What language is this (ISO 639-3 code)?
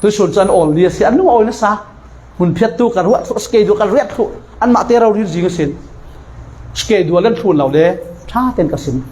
cfm